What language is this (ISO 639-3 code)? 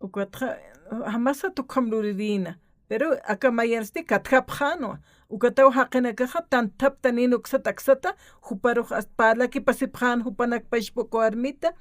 aym